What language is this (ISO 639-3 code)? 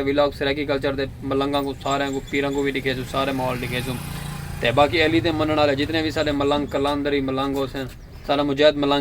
skr